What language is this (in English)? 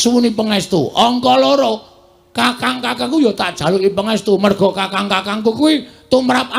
Javanese